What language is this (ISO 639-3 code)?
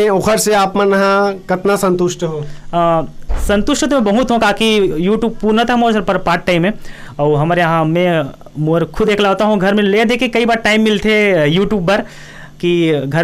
hne